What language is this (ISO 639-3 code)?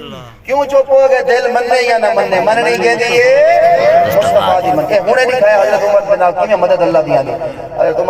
skr